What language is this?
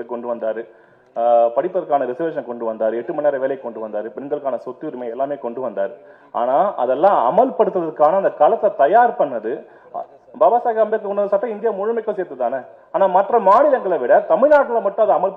Tamil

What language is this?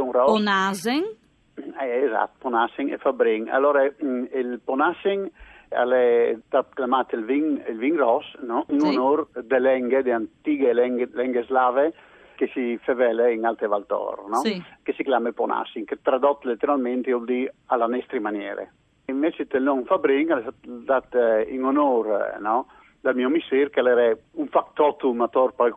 Friulian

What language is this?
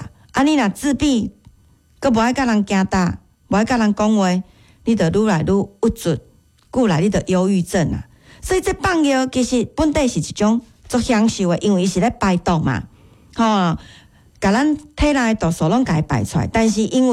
Min Nan Chinese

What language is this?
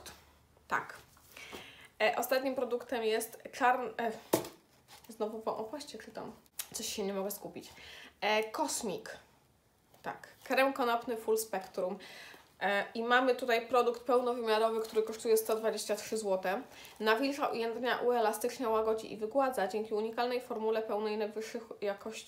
Polish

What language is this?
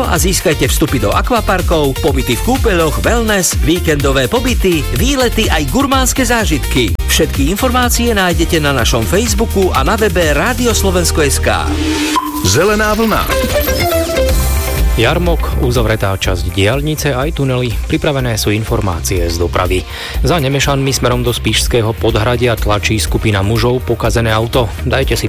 Slovak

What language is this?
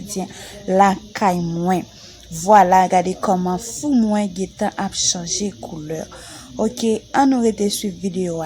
Haitian Creole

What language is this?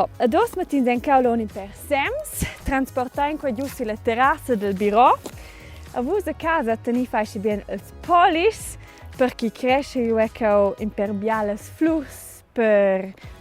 Romansh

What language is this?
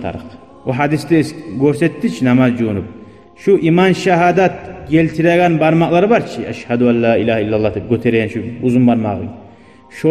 Kumyk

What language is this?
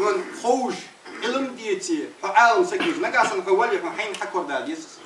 Ingush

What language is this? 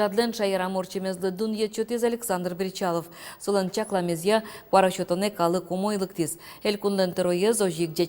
Udmurt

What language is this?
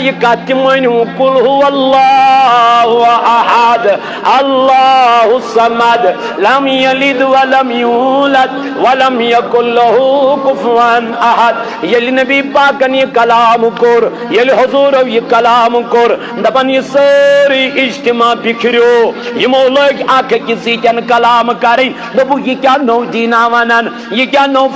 Kashmiri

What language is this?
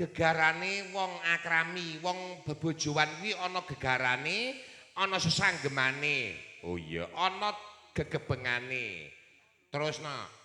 Javanese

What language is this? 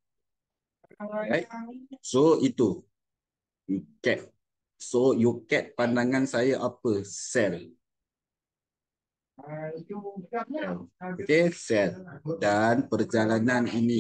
Malay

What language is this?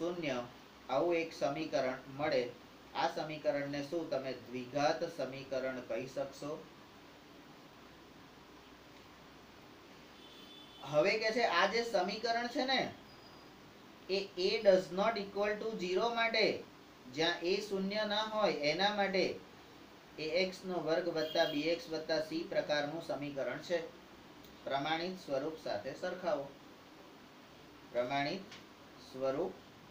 Gujarati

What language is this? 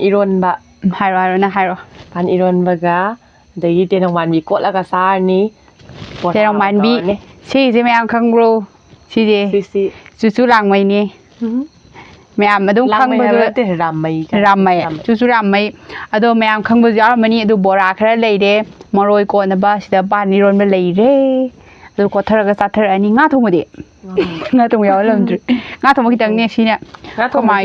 Manipuri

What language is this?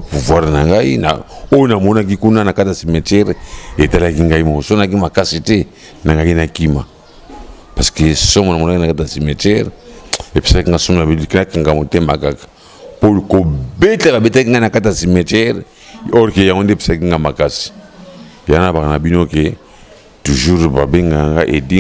Lingala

